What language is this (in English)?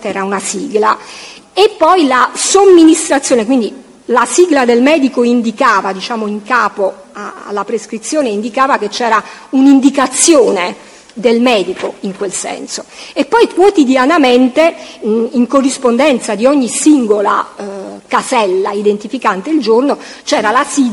Italian